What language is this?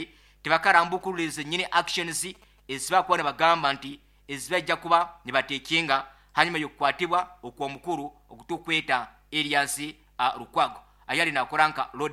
Nyankole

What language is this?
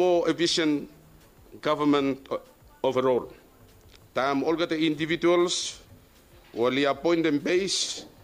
Bislama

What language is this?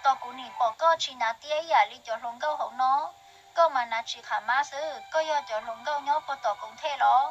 Hmong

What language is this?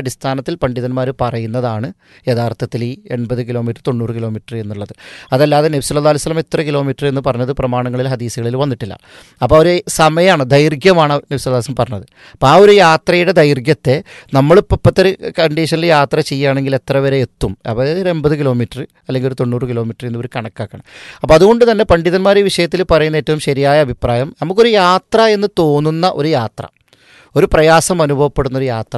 Malayalam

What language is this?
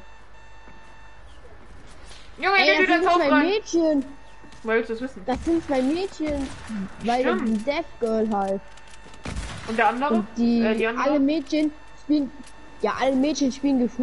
German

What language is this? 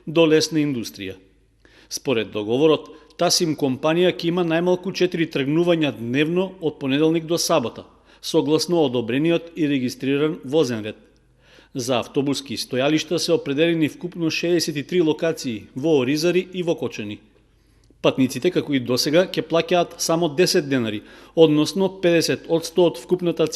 Macedonian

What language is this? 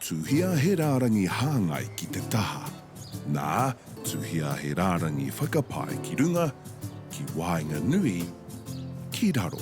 Māori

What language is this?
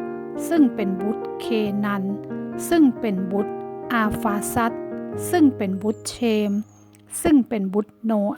Northern Thai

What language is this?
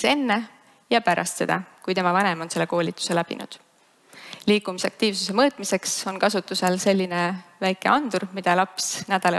Estonian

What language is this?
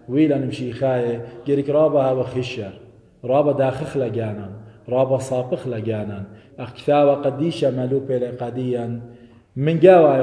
Assyrian Neo-Aramaic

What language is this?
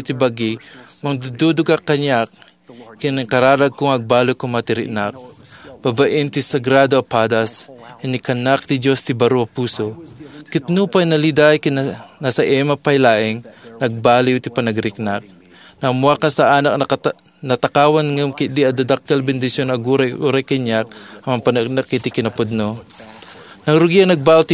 Iloko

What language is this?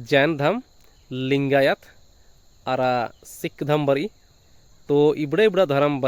Kurukh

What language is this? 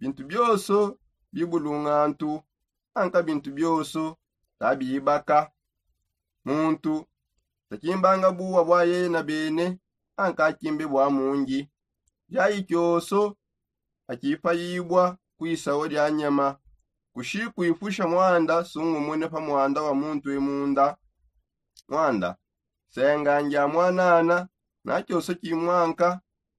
Songe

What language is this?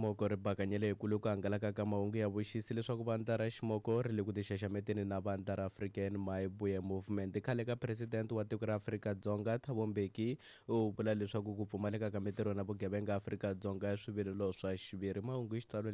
Tsonga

